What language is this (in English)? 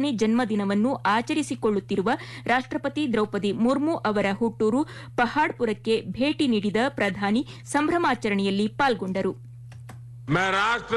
Kannada